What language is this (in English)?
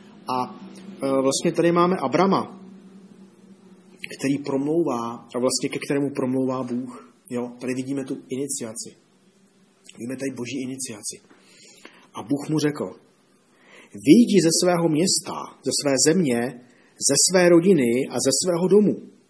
Czech